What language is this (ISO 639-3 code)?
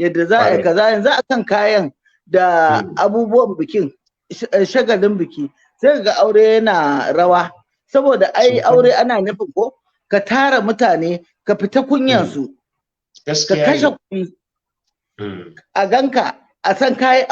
hau